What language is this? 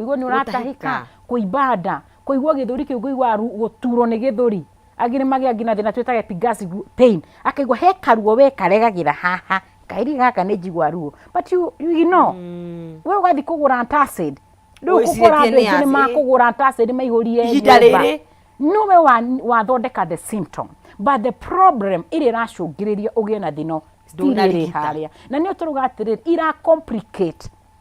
Kikuyu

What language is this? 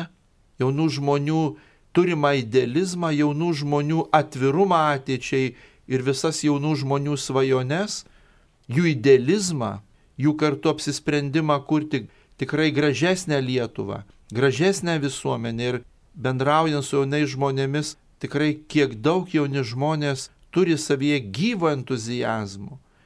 Lithuanian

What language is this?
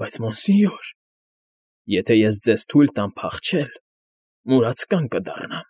Armenian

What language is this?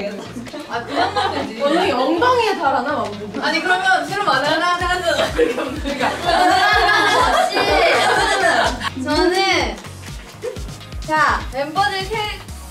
Korean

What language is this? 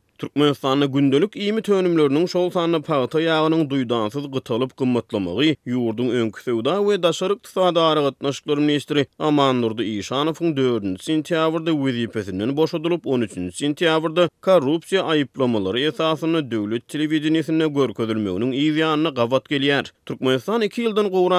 Turkmen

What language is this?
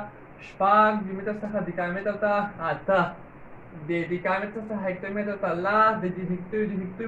Pashto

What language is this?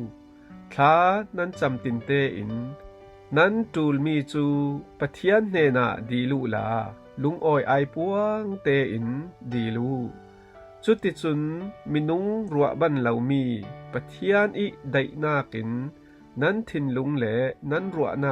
Falam Chin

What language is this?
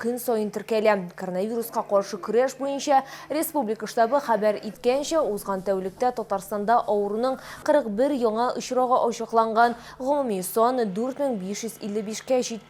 Tatar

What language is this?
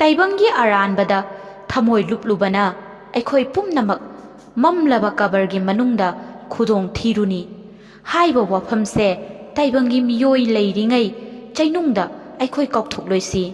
Manipuri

